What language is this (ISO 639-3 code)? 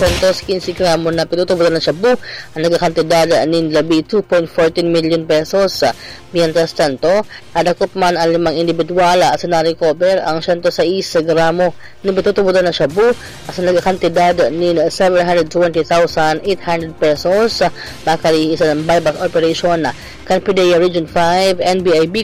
bik